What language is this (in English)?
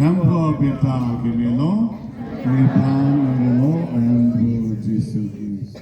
Karbi